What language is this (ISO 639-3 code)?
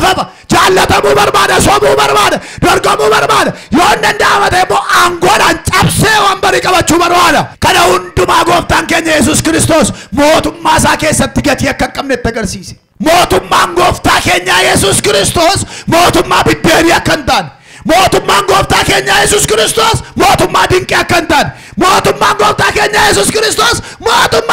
orm